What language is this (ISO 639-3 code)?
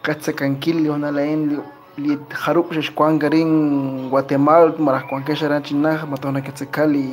kek